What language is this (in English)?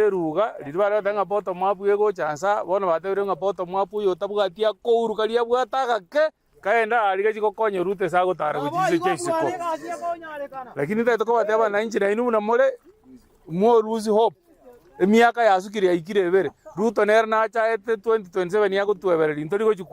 Gusii